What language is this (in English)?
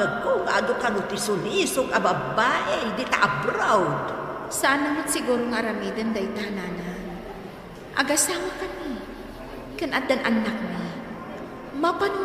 Iloko